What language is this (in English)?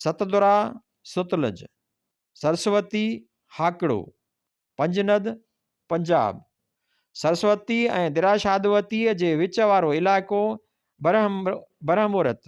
Sindhi